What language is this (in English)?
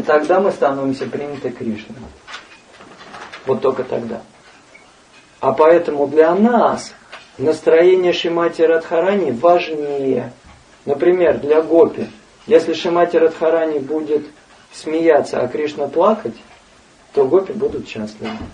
Russian